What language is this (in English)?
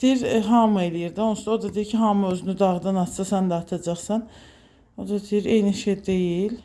Azerbaijani